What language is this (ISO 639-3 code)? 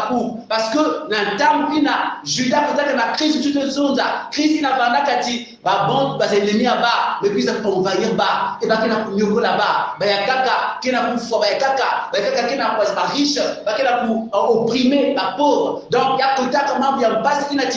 kon